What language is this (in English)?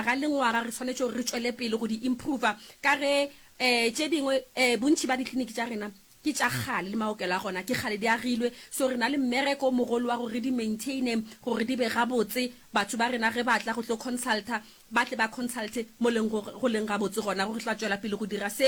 Northern Sotho